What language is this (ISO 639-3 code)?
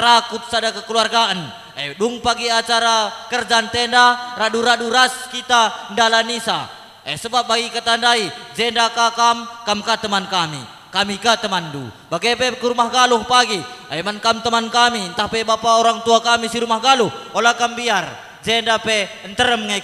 btx